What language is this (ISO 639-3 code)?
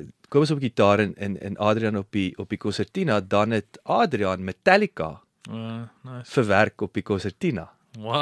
afr